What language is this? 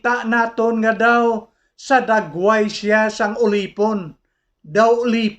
Hiligaynon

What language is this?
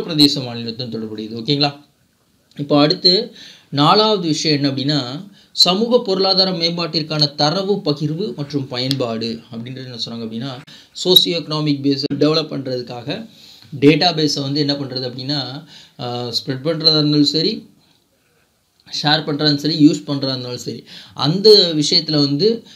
Tamil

